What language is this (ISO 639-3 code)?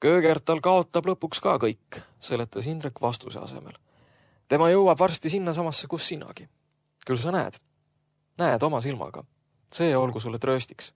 est